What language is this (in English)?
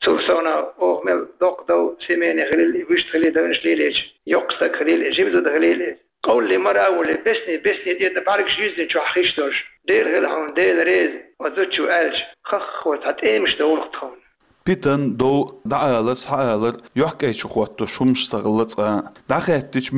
Chechen